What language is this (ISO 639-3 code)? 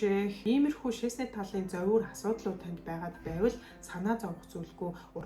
mon